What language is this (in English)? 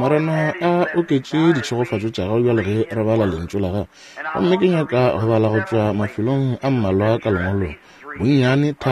Northern Sotho